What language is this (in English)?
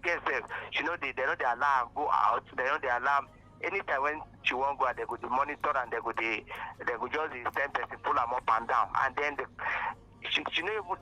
Nigerian Pidgin